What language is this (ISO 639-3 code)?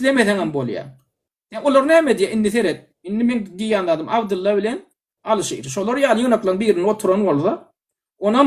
tuk